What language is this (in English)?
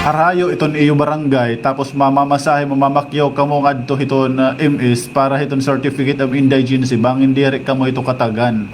Waray